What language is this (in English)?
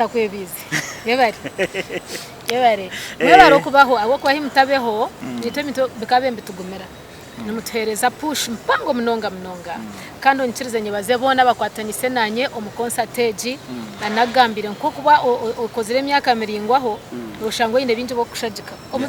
Nyankole